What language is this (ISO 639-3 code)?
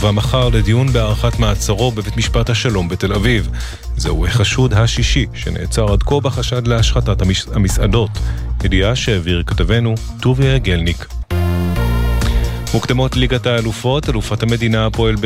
heb